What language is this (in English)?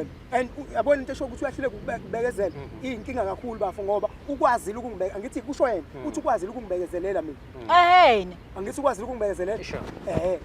Zulu